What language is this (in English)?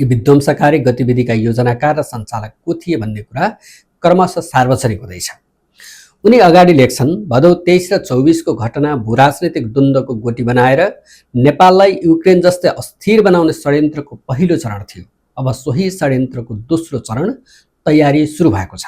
Nepali